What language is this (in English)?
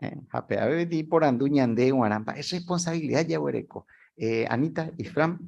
Guarani